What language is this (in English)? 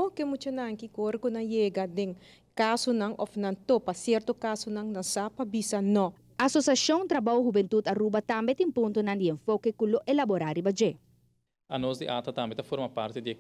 Papiamento